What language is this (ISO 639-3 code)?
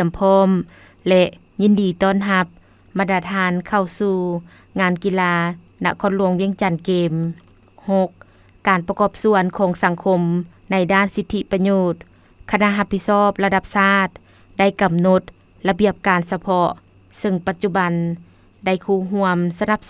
lao